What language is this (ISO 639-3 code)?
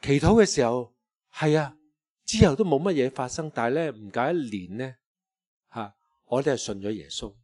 yue